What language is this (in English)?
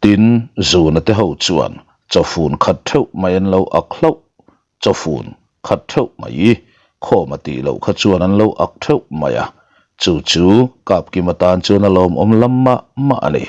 Mizo